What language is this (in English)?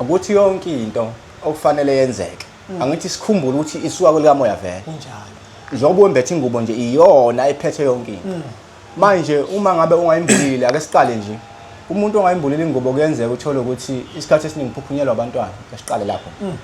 Zulu